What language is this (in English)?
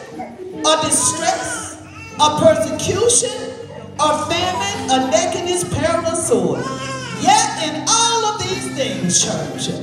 English